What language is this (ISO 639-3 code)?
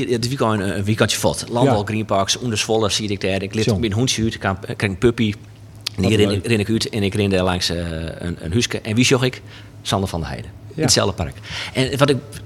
fry